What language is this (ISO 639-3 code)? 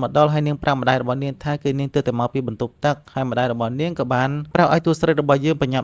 khm